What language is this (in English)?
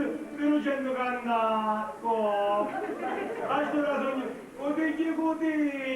Sicilian